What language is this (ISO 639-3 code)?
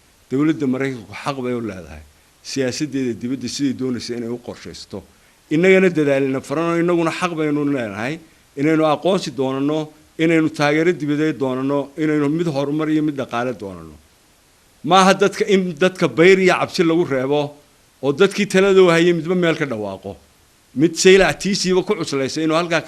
som